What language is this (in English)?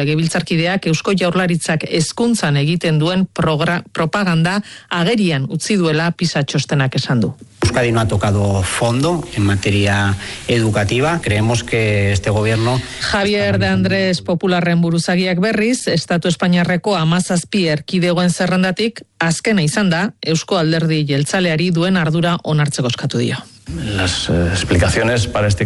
Basque